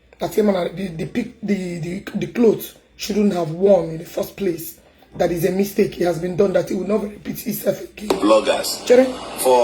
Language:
Igbo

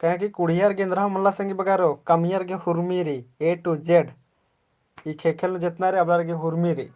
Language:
Kurukh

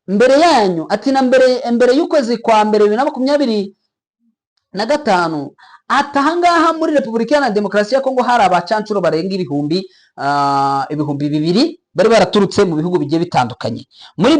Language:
Kinyarwanda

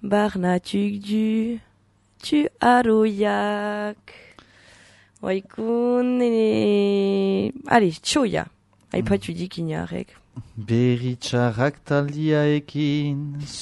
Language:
Basque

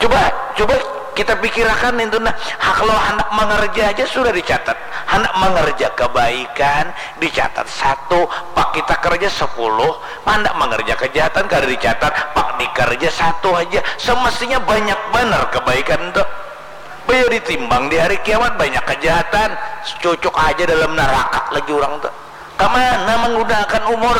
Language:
Banjar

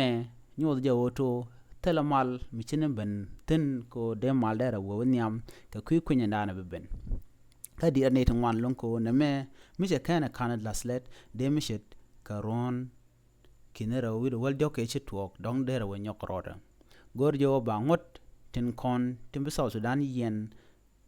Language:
Nuer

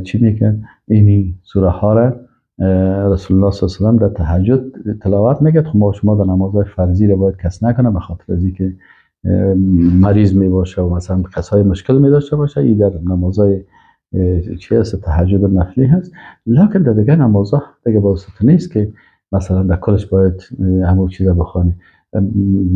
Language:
Persian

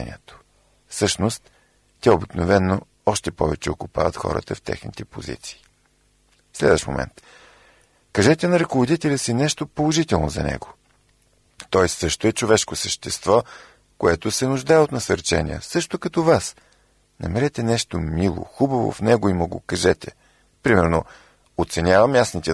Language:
Bulgarian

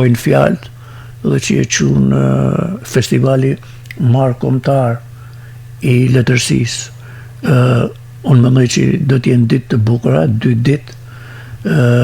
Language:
Albanian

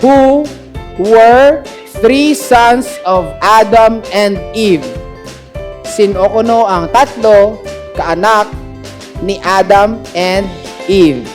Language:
Hiligaynon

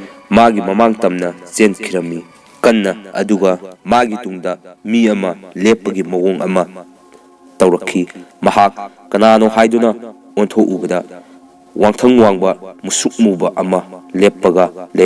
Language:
Manipuri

